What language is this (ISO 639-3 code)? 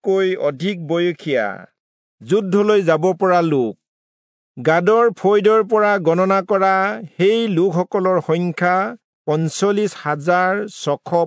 asm